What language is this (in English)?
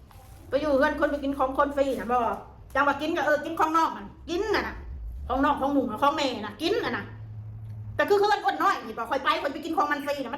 Northeastern Thai